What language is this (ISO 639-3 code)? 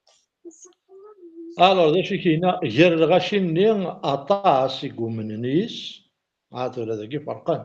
kab